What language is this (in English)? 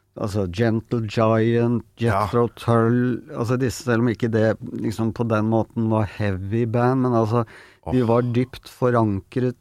Norwegian